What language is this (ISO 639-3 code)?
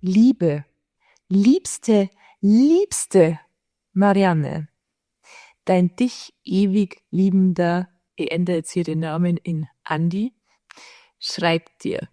bar